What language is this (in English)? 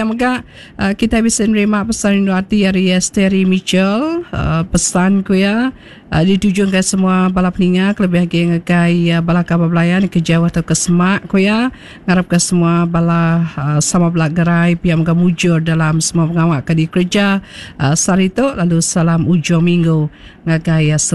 Iban